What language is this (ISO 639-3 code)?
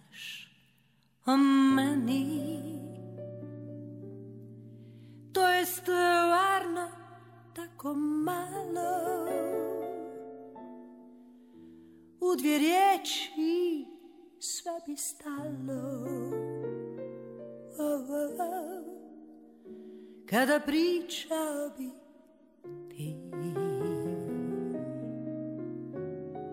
srp